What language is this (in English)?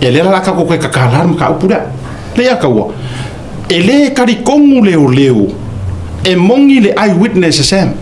Samoan